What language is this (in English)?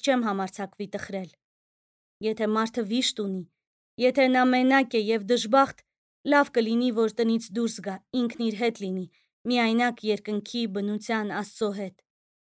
Armenian